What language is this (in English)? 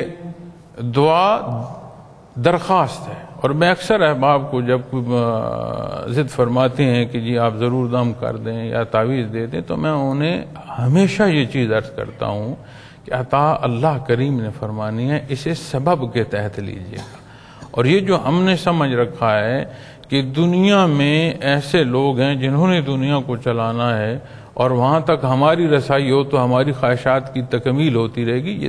Urdu